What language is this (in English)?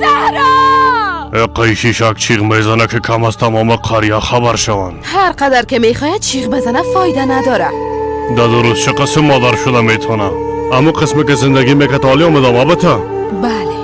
Persian